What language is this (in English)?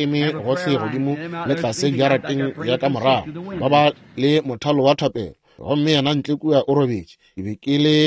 Northern Sotho